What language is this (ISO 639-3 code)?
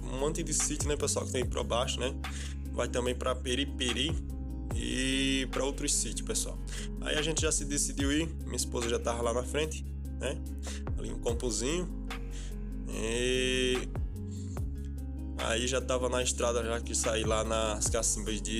por